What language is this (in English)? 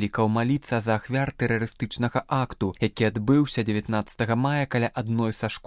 Belarusian